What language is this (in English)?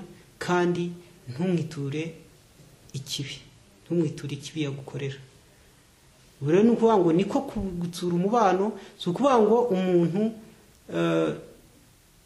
Kinyarwanda